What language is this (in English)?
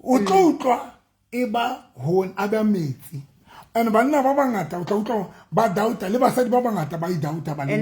Southern Sotho